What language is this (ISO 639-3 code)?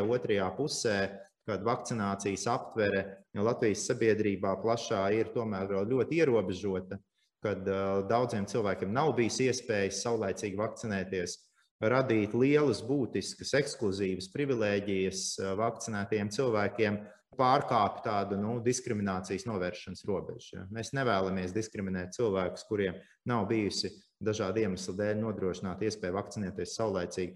lav